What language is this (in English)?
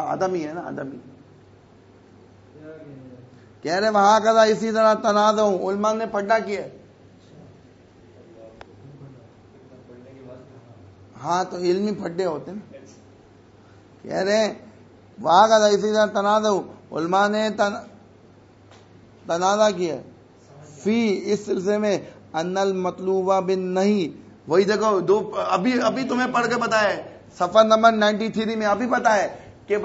Urdu